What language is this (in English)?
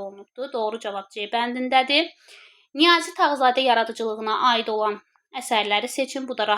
Azerbaijani